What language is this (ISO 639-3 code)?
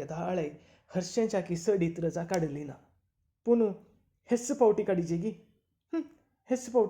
kok